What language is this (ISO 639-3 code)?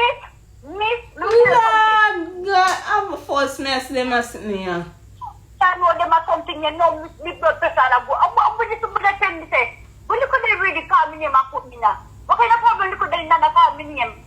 jam